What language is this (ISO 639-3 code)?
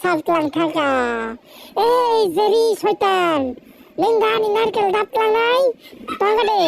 trp